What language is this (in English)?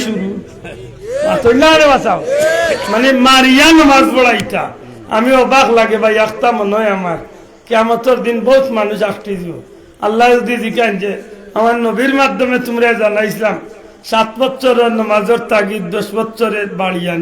Sylheti